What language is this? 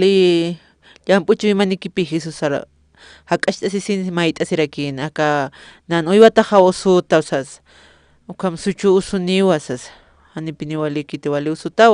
Aymara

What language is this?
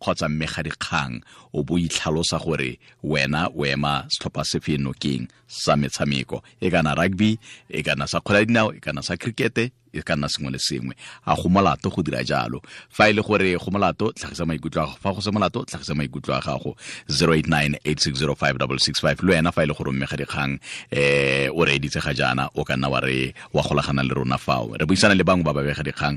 Tswana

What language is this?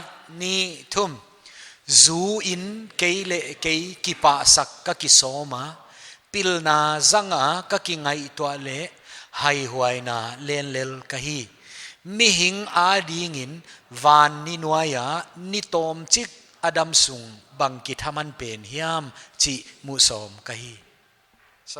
Paite Chin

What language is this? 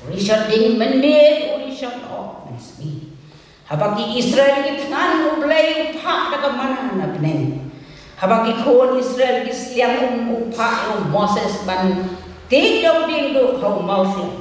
Khasi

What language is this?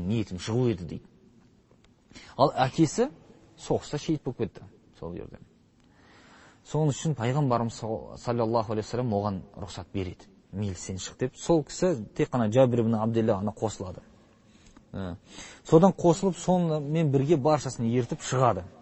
Kazakh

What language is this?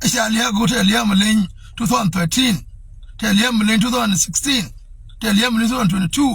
Nuer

